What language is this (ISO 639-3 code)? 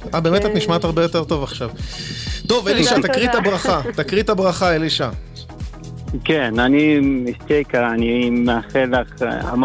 heb